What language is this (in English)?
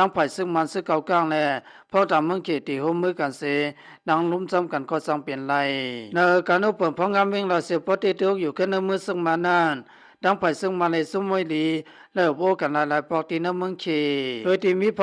Shan